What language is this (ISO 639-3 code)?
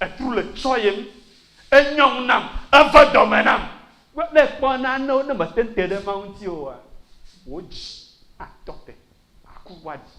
ewe